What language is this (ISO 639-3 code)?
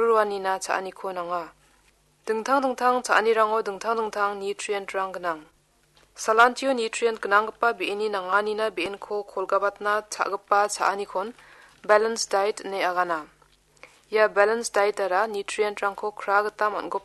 grt